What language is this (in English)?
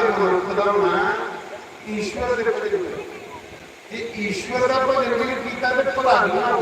Dogri